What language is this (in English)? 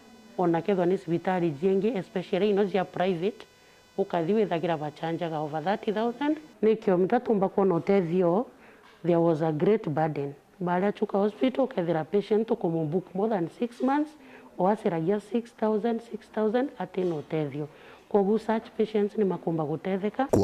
Meru